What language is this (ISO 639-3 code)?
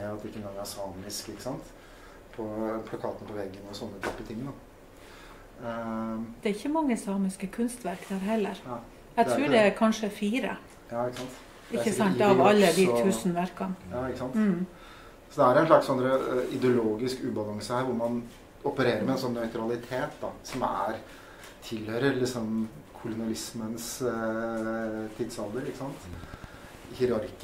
nor